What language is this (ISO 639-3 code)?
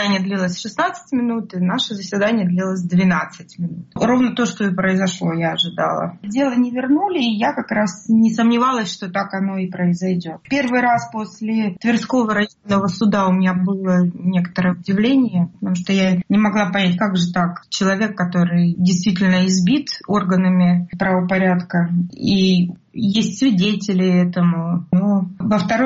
rus